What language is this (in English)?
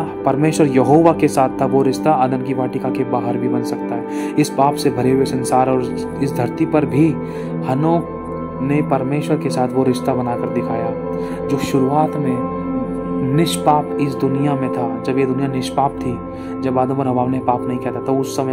Hindi